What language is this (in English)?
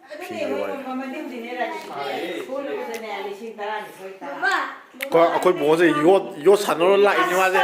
Manipuri